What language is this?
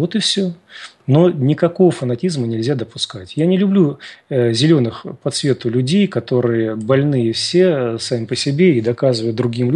Russian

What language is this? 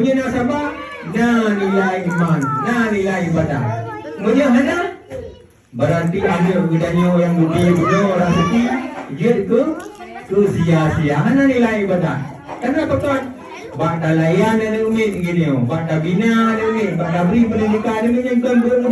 Achinese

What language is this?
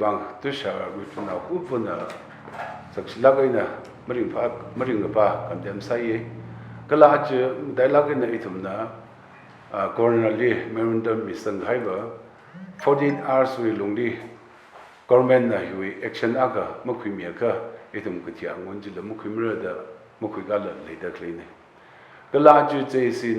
Tangkhul Naga (India)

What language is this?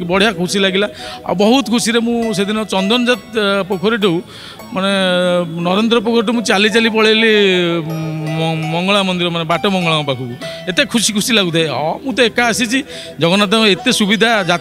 Odia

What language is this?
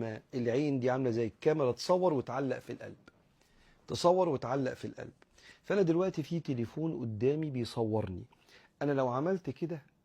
Egyptian Arabic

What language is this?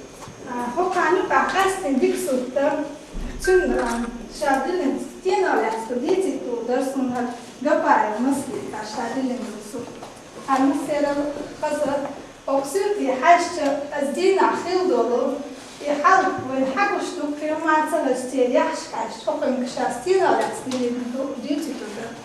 Chechen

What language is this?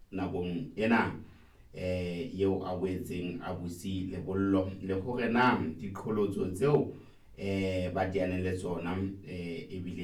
Southern Sotho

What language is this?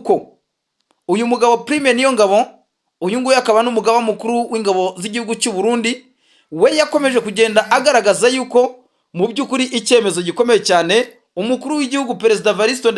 Kinyarwanda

